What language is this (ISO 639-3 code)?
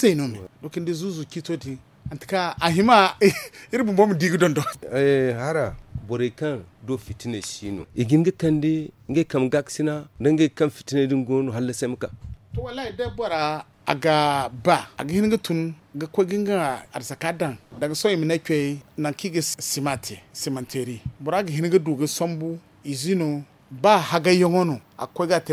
dje